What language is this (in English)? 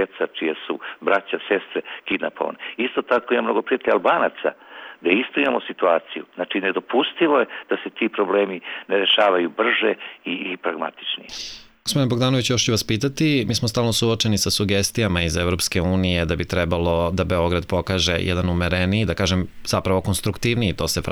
Serbian